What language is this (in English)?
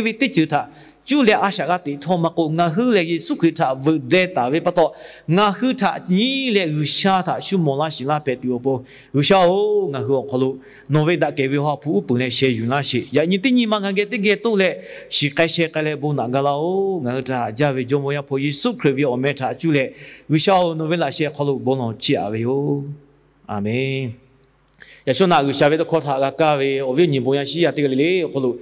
Lahu